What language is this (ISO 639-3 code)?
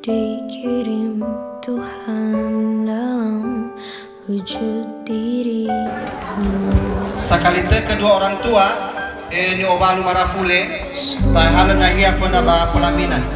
nia